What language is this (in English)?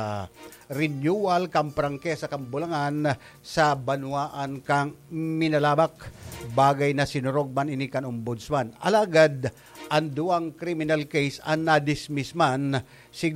Bikol